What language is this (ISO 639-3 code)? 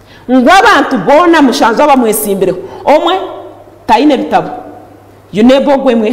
nyn